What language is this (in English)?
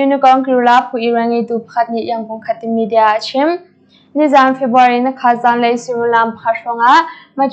Hakha Chin